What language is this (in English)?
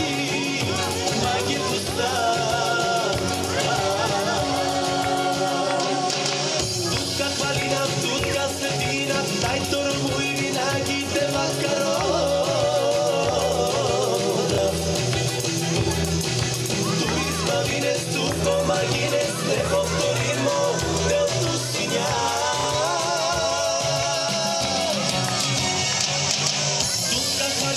Bulgarian